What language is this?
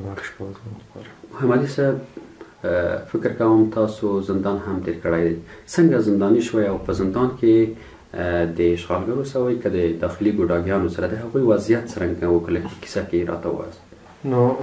Pashto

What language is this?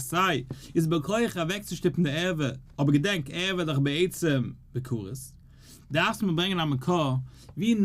Yiddish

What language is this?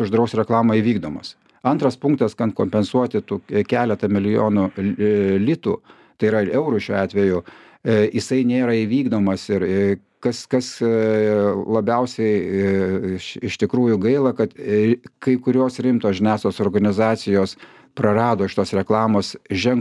Lithuanian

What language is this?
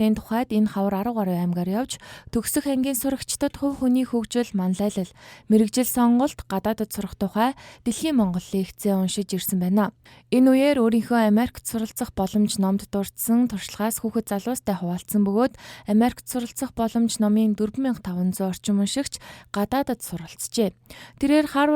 Mongolian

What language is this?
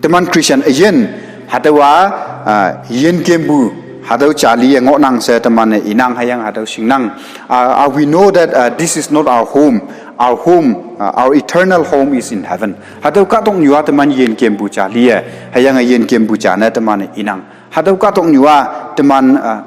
Konyak Naga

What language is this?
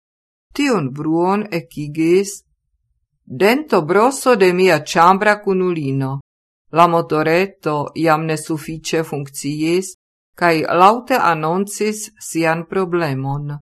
Esperanto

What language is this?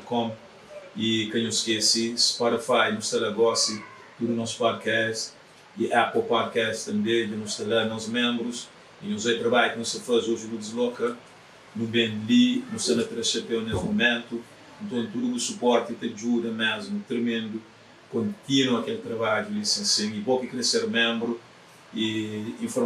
Kabuverdianu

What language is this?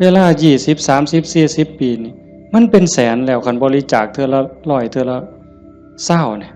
Northeastern Thai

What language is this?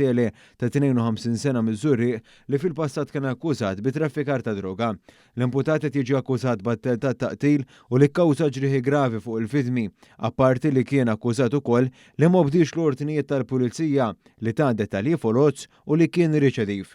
Maltese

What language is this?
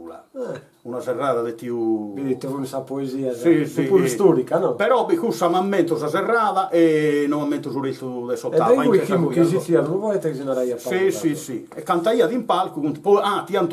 Sardinian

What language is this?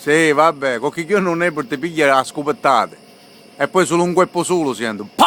Sicilian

